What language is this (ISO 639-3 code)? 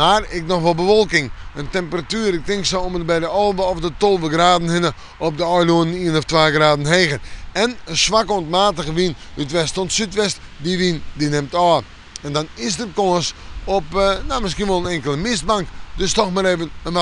fry